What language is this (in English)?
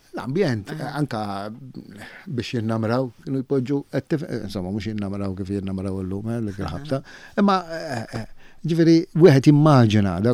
Maltese